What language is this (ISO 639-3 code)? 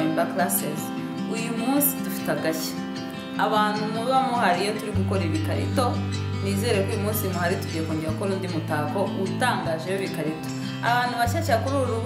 kin